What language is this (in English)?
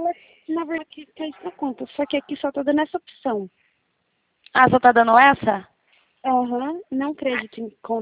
Portuguese